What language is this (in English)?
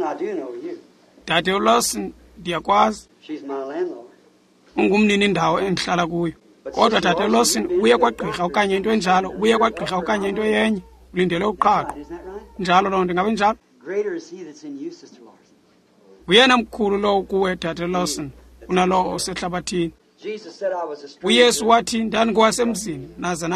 Xhosa